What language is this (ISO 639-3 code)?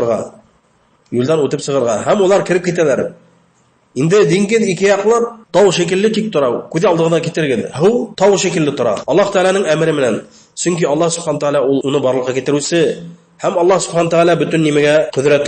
bak